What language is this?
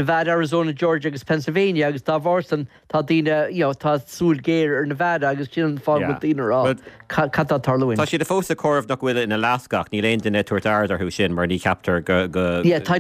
Irish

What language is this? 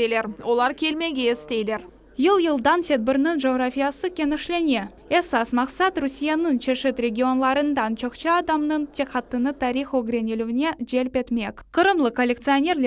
Crimean Tatar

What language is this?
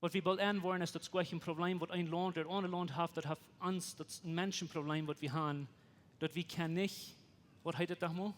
Plautdietsch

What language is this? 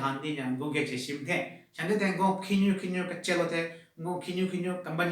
Southern Rengma Naga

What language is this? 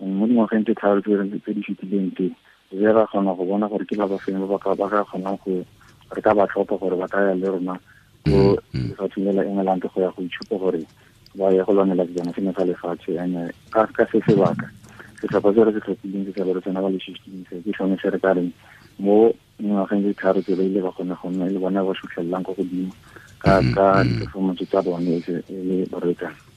Tswana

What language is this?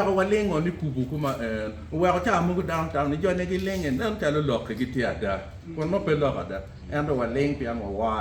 Acoli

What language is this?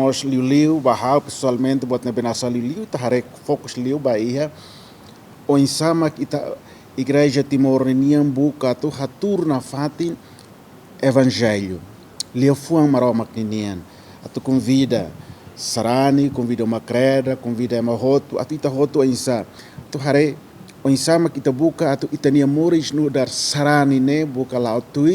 Tetum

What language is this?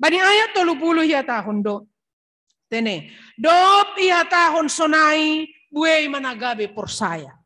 Batak Simalungun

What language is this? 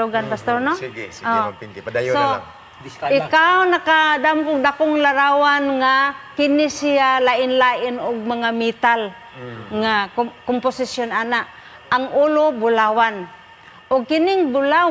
Cebuano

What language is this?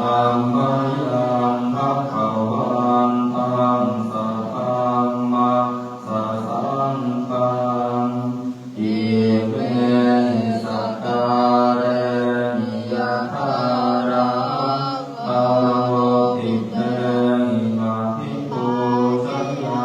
Pali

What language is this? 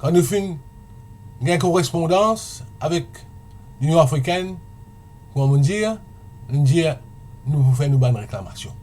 Morisyen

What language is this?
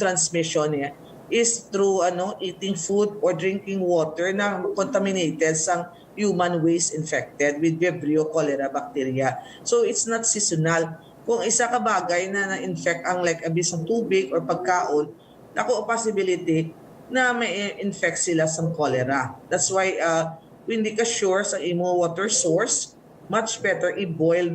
Hiligaynon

